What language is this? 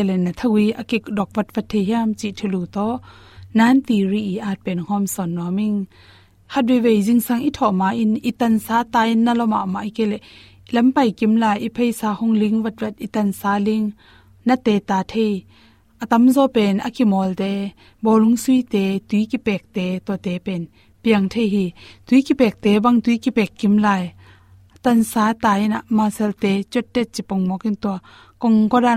Tedim Chin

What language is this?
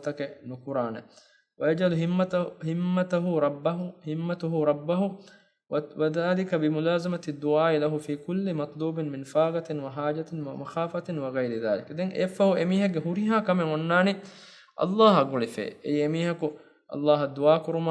Divehi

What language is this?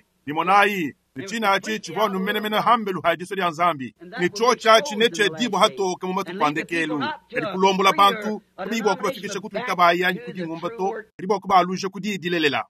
Luba-Lulua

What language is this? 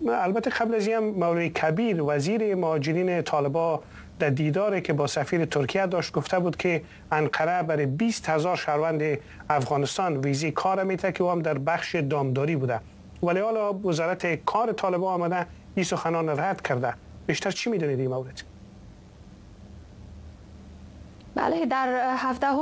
Persian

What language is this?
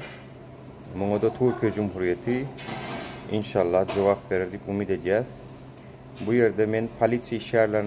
Turkmen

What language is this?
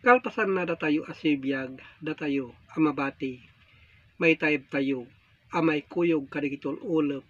Iloko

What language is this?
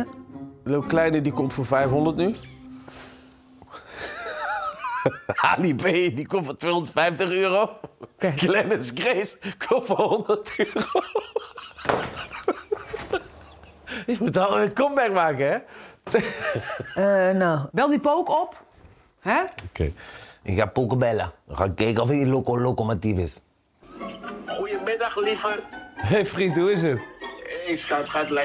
Dutch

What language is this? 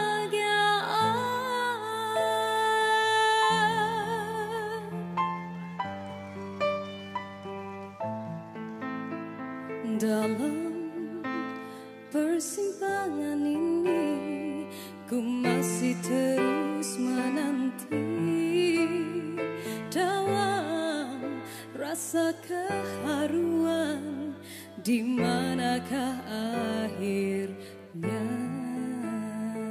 Malay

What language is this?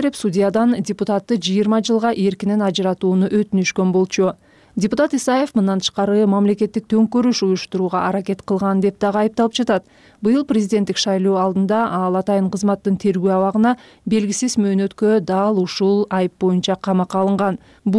Kyrgyz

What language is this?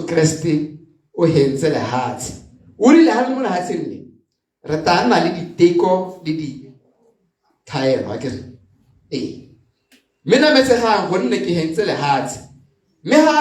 Tswana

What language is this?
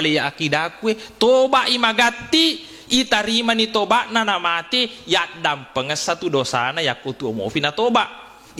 Buginese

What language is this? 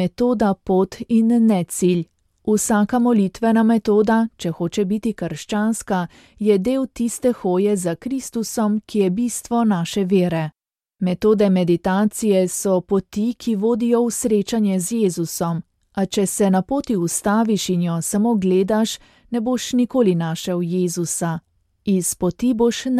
Slovenian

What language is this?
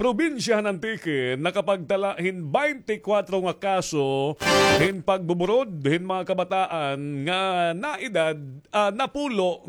Waray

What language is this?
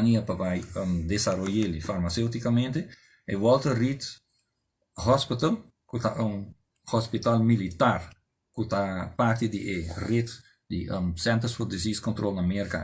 Papiamento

